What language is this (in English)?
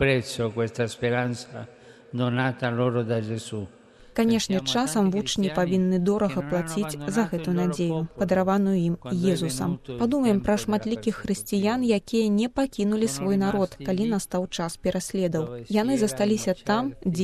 Belarusian